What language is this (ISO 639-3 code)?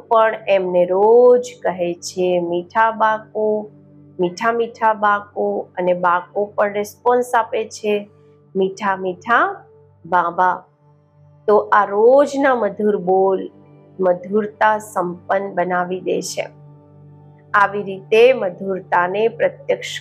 guj